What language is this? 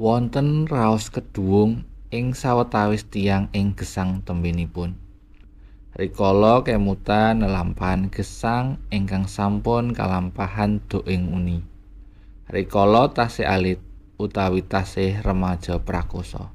Javanese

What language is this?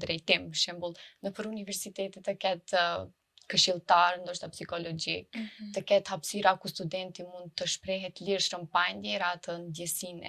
Albanian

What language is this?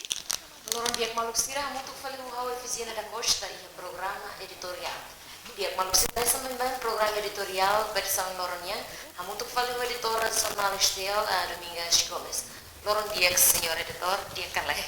Tetum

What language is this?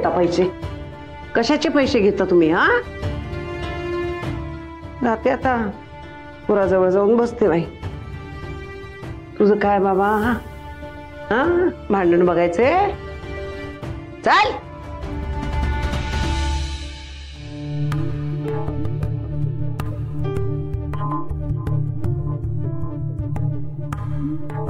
Marathi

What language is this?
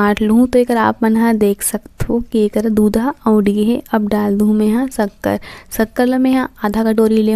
Chhattisgarhi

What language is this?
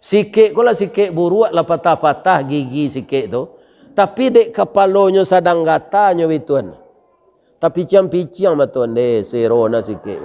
Minangkabau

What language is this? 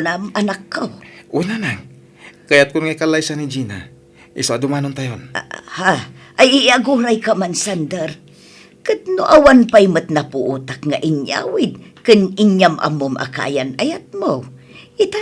Iloko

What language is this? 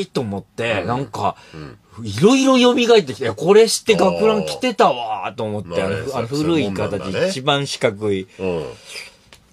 Japanese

